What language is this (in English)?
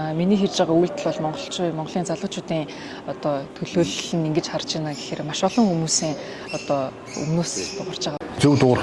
Mongolian